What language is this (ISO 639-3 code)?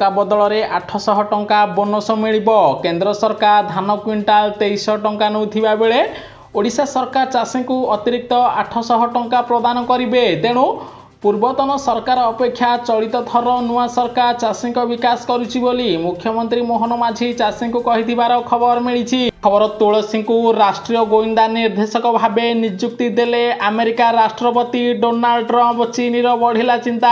ori